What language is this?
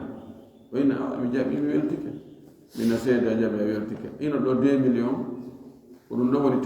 Fula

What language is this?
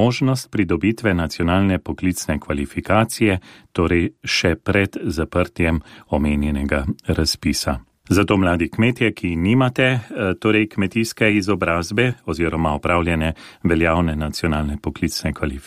Slovenian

